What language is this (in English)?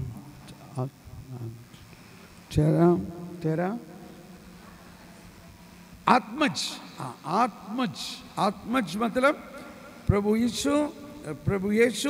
Hindi